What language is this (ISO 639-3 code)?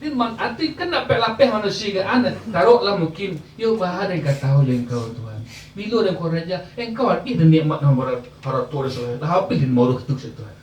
min